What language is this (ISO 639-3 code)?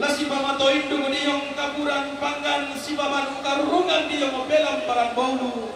sda